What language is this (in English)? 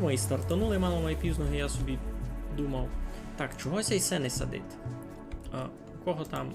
Rusyn